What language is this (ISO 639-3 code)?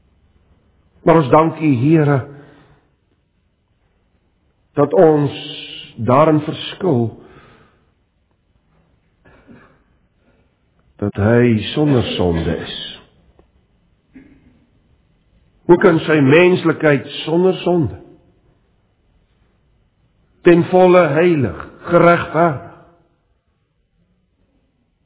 afr